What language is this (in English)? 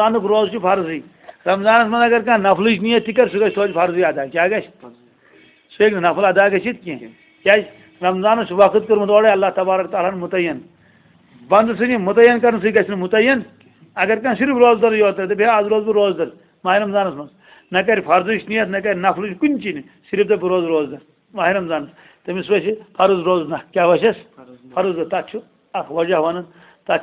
Kashmiri